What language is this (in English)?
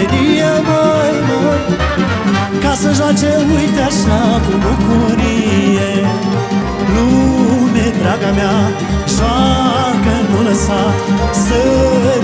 Romanian